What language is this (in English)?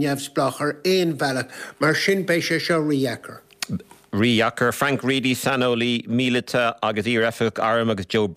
Irish